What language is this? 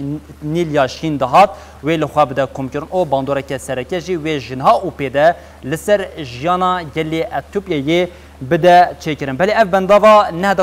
Kurdish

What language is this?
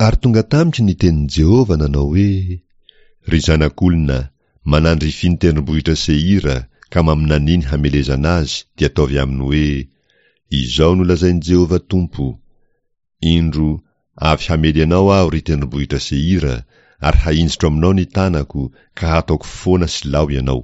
Malagasy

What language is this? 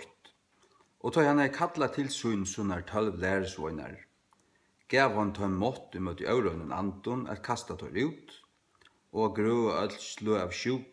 Faroese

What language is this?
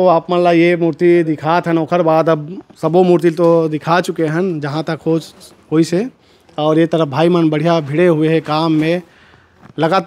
Chhattisgarhi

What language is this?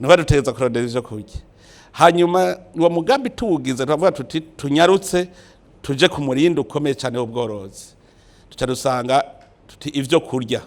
Rundi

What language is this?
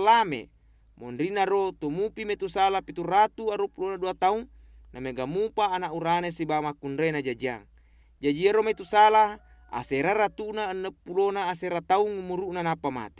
Buginese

